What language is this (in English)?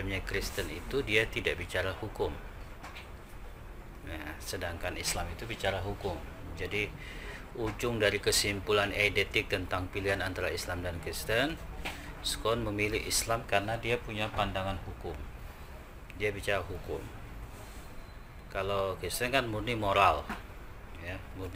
Indonesian